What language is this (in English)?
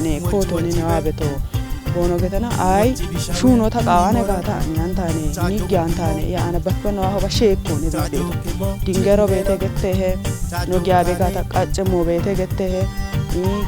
Kafa